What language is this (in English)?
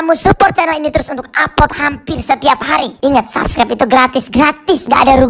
Nias